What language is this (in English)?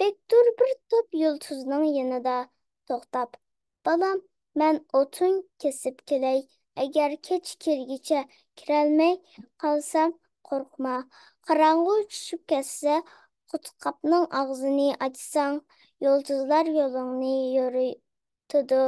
Uyghur